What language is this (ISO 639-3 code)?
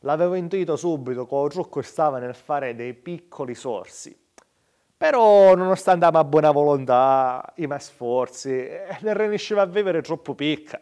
scn